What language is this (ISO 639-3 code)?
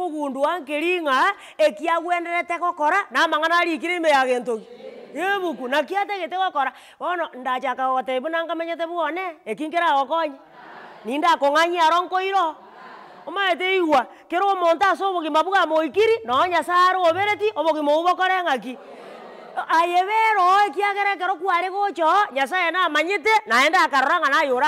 guz